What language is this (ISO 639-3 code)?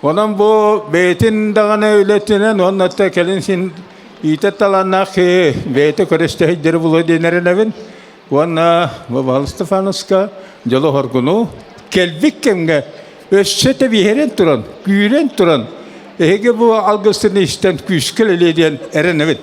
sah